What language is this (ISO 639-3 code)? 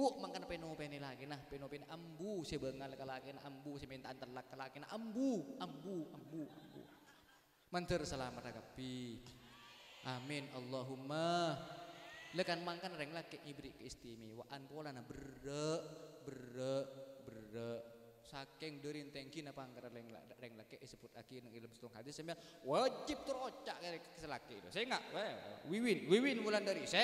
mad